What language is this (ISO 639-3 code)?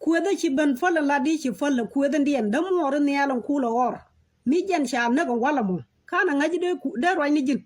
nus